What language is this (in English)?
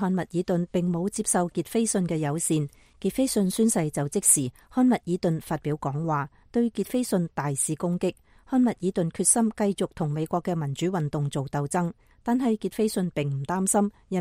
Cantonese